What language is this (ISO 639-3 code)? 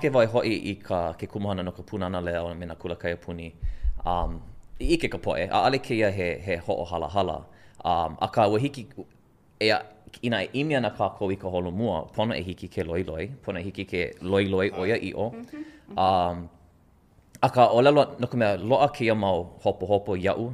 haw